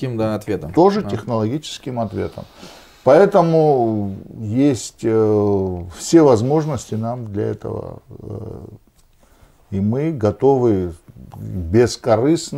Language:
Russian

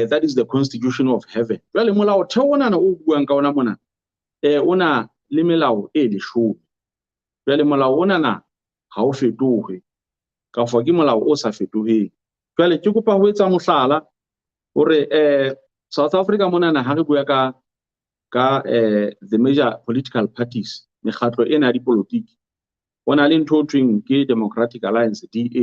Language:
Southern Sotho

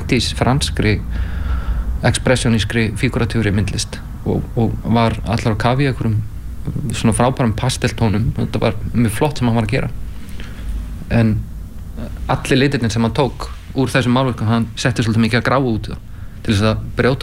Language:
Icelandic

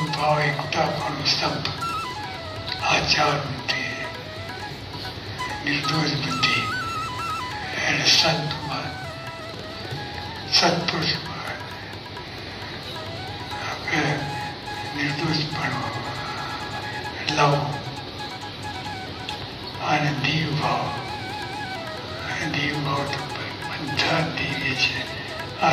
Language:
Gujarati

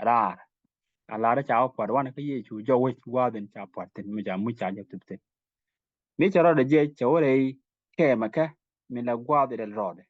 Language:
Nuer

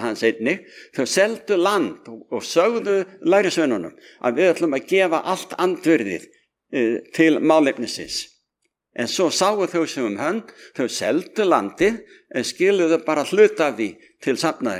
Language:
Icelandic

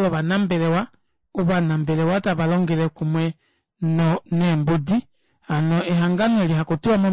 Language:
Kuanyama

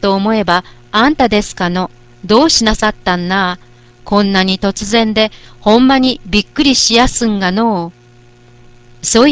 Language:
Japanese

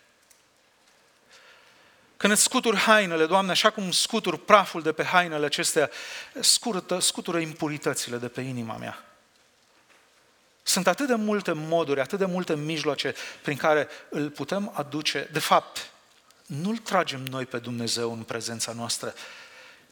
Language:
Romanian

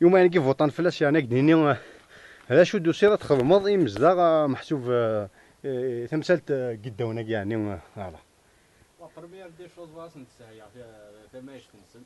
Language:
Kabyle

